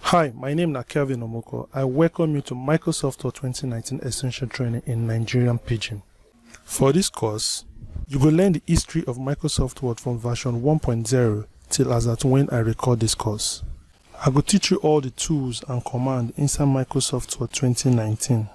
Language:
Nigerian Pidgin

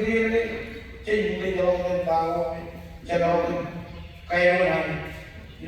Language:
Marshallese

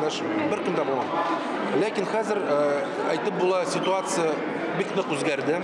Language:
Tatar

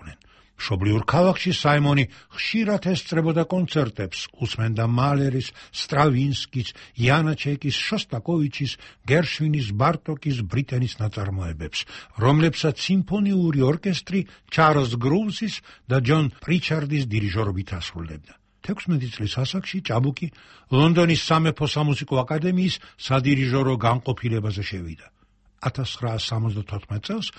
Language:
Georgian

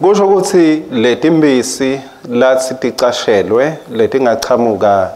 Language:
Swati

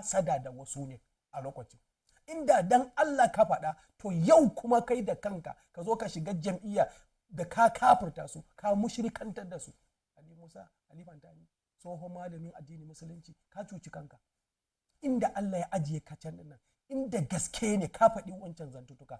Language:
Hausa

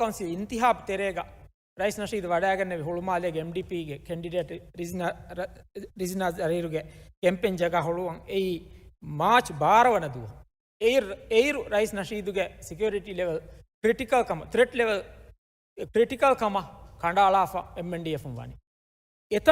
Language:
Divehi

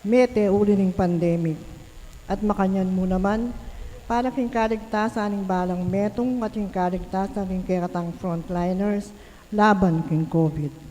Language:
Pampanga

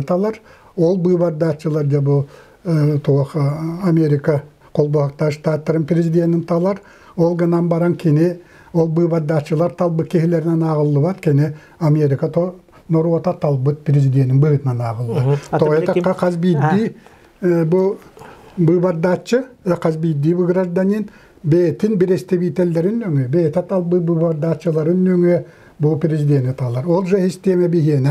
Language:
Yakut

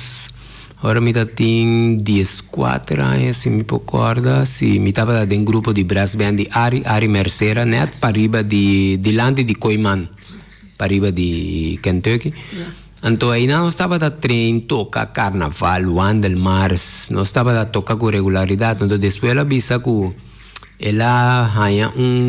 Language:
Papiamento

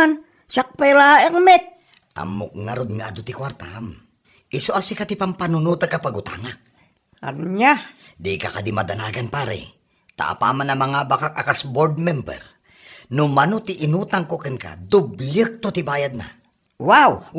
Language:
Iloko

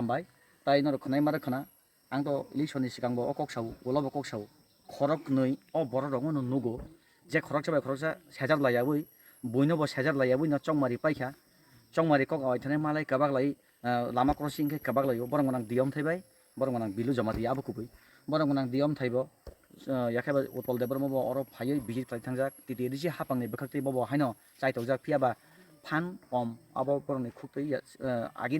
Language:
Kok Borok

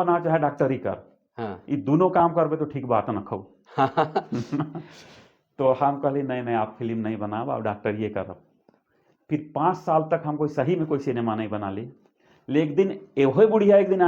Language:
Sadri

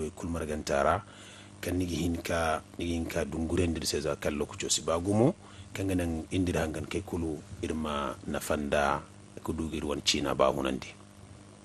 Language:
Zarma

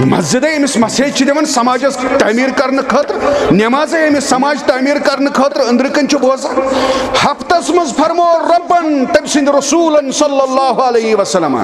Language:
Kashmiri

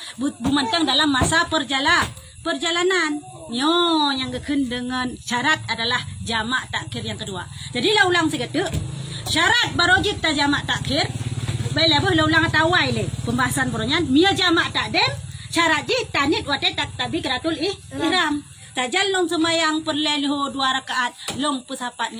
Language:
Achinese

